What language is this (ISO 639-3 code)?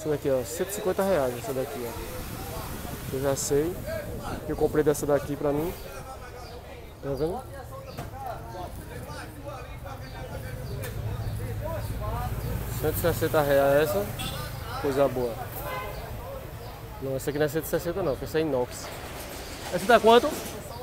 por